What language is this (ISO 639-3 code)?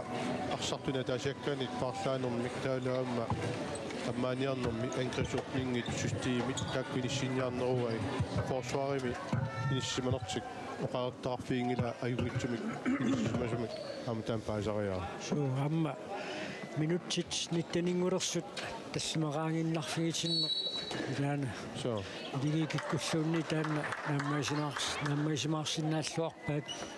kal